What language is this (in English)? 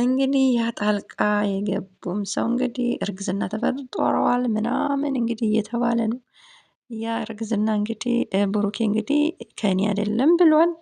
Amharic